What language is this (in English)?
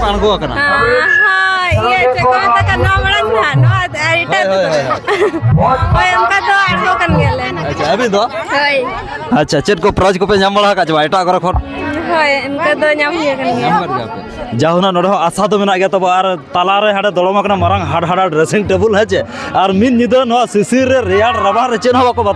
Santali